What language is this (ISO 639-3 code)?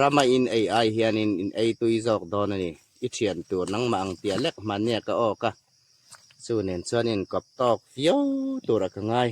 hmr